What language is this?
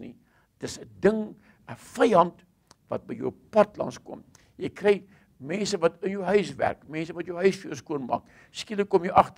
Afrikaans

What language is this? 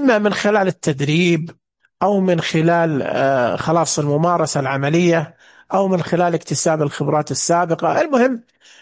Najdi Arabic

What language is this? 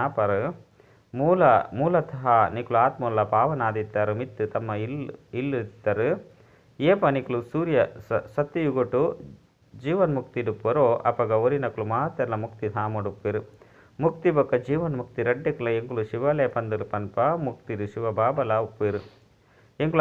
Tulu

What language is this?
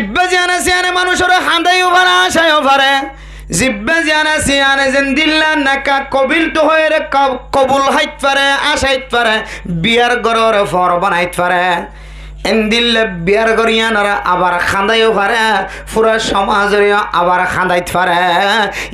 Rohingya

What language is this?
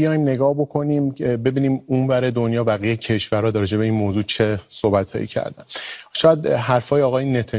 Persian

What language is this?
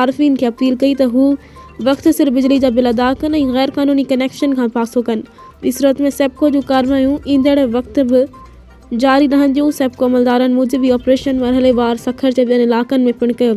Sindhi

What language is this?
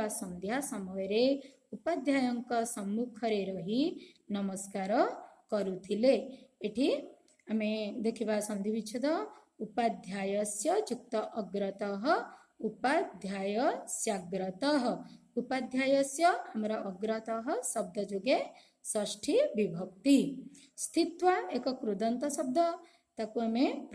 Odia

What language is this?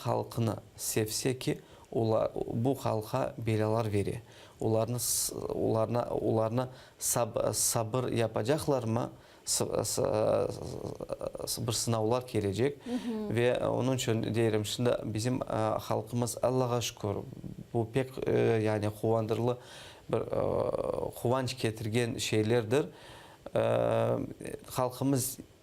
Crimean Tatar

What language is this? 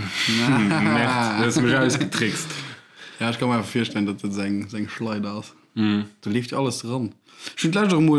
Luxembourgish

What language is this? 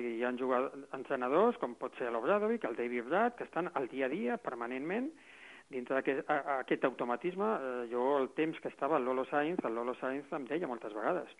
Catalan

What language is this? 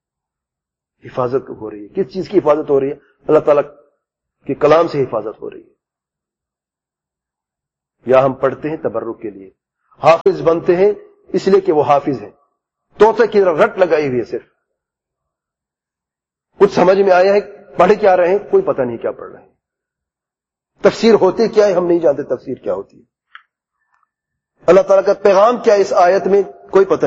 Urdu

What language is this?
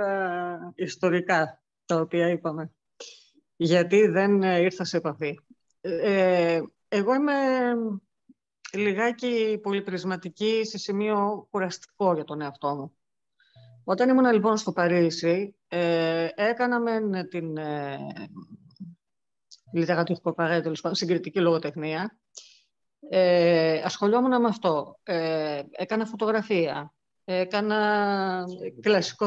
Greek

